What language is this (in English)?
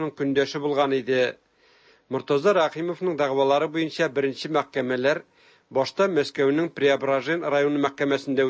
Tatar